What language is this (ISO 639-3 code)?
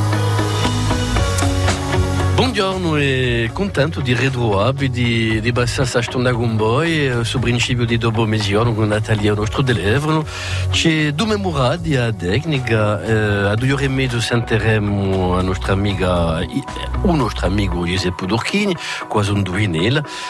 ita